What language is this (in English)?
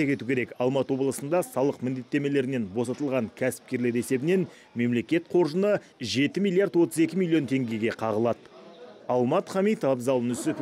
Kazakh